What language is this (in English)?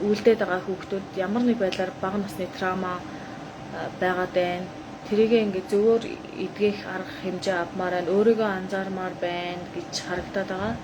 Mongolian